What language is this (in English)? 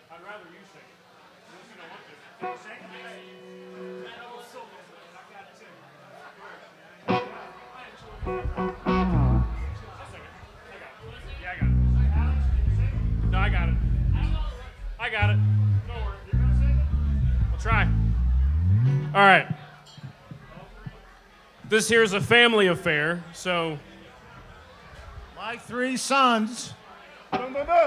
English